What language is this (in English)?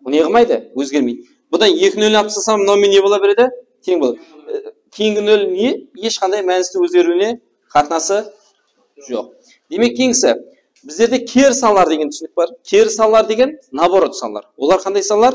Kara-Kalpak